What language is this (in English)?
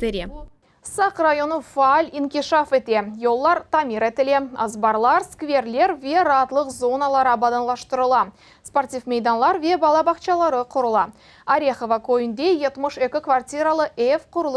Crimean Tatar